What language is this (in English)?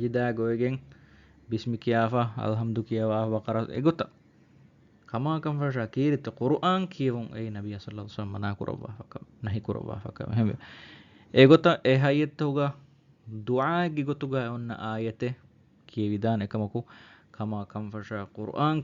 Divehi